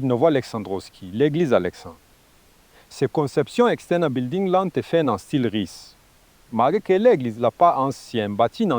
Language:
Haitian Creole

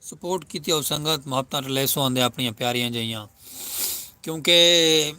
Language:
Saraiki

